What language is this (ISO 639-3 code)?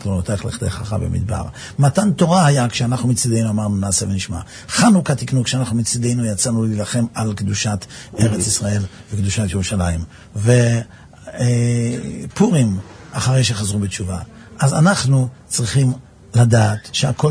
heb